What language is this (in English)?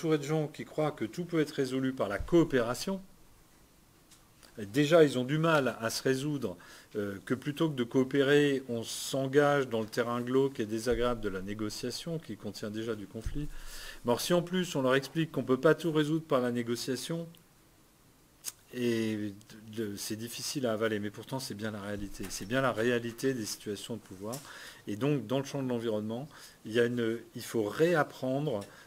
French